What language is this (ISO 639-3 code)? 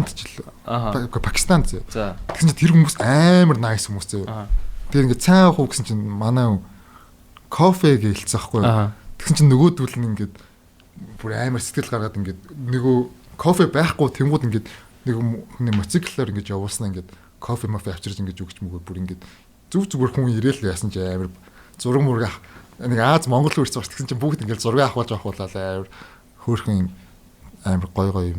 mon